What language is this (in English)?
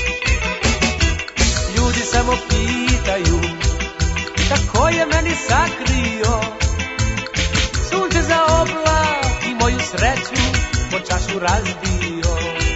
Serbian